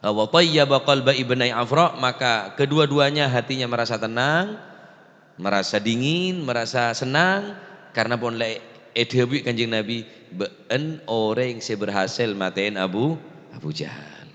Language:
Madurese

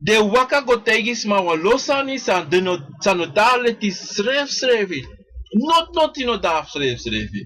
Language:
Sranan Tongo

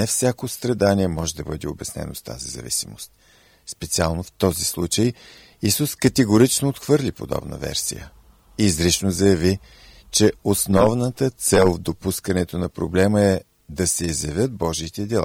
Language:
Bulgarian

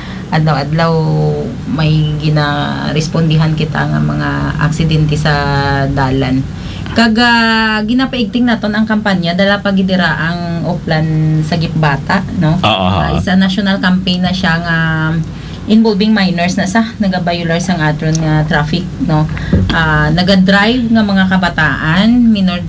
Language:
Hiligaynon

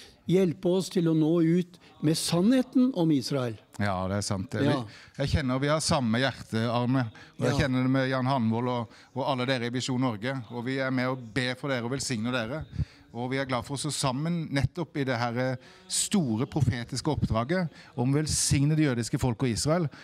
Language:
Norwegian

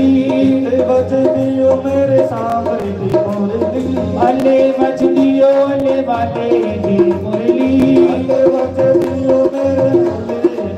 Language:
Dogri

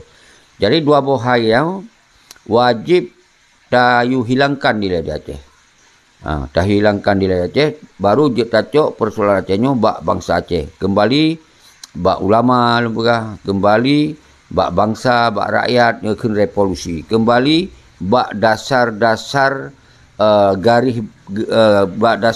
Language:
Achinese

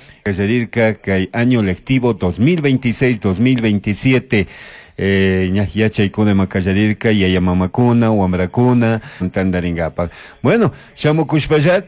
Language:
Chimborazo Highland Quichua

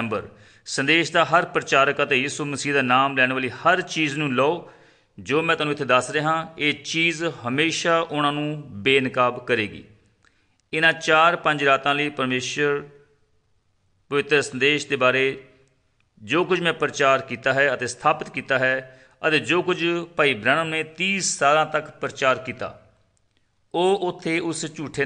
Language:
Punjabi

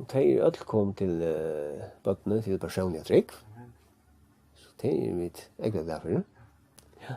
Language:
Faroese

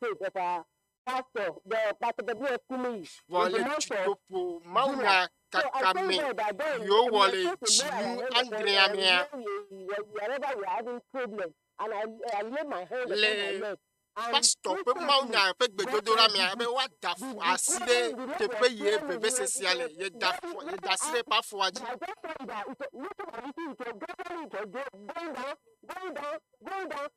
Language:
Ewe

